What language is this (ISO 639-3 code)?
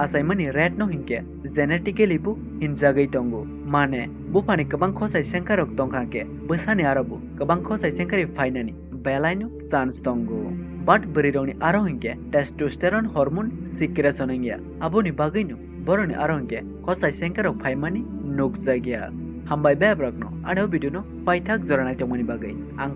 trp